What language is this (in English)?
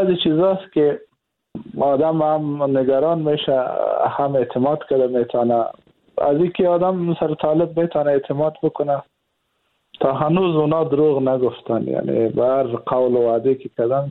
Persian